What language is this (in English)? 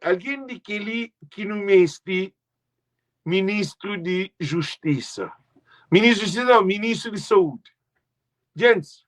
Kabuverdianu